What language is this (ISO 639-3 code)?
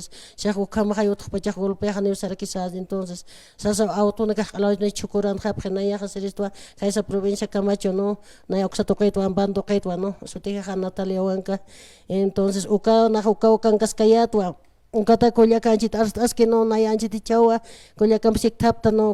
aym